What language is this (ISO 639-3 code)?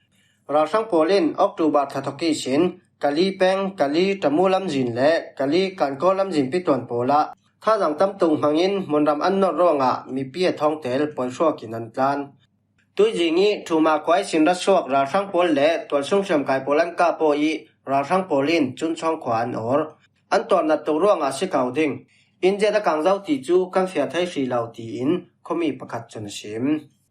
cfm